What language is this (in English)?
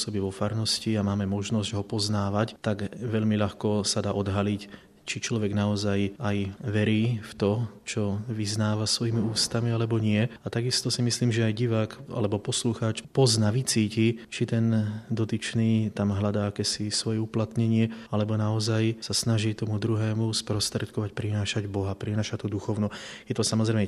Slovak